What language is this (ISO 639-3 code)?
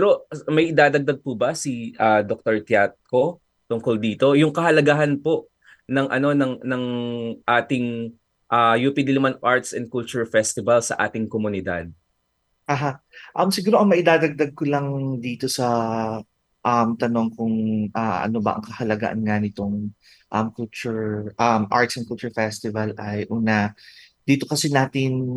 fil